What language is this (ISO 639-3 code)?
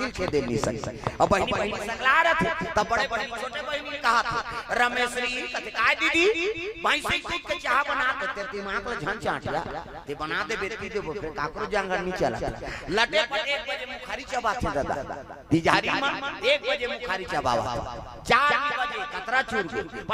hne